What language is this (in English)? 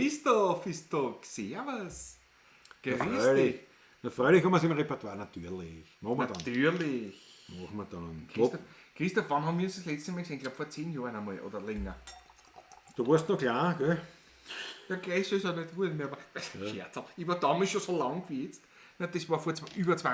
Bavarian